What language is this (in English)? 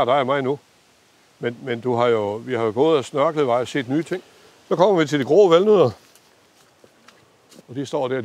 Danish